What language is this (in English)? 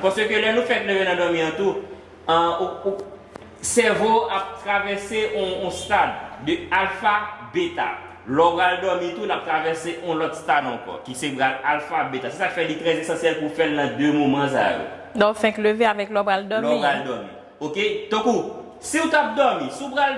Haitian Creole